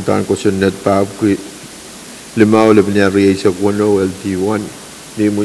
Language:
Pohnpeian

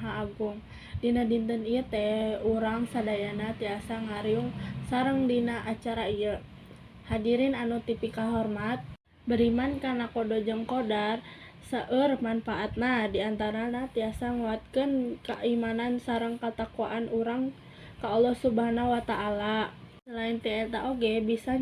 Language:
Sundanese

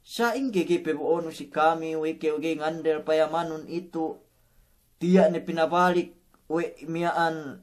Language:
Yakan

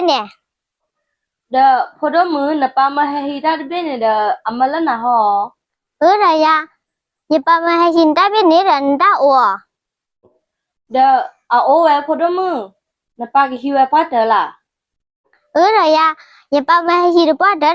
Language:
S'gaw Karen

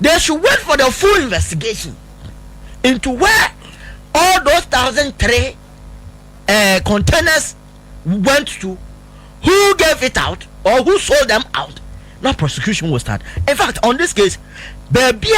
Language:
Akan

